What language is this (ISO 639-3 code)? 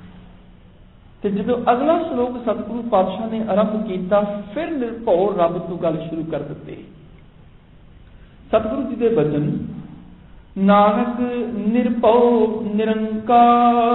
pan